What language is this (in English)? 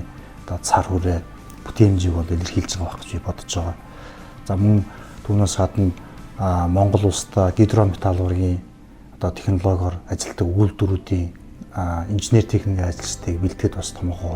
Mongolian